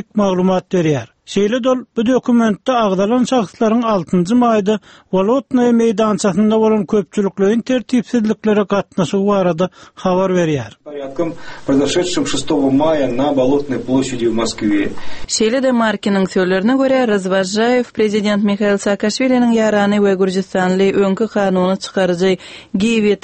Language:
Kyrgyz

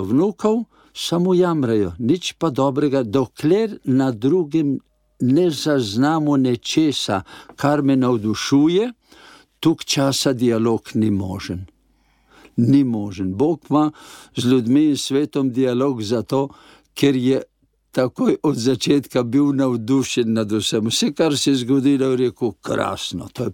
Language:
Slovenian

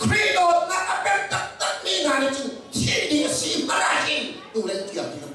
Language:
Hakha Chin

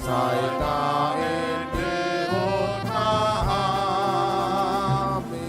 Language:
Batak Toba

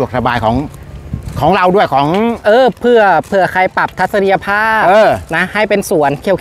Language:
Thai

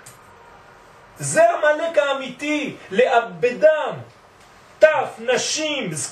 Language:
Hebrew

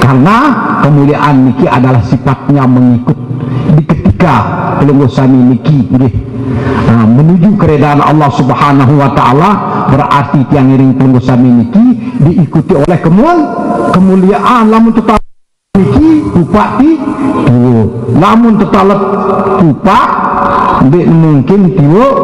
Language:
Sasak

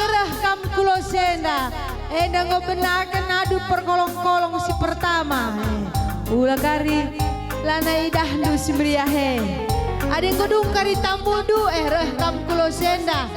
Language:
Batak Karo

